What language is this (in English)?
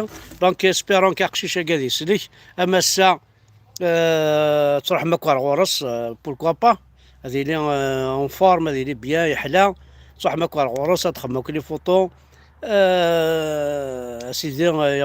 Kabyle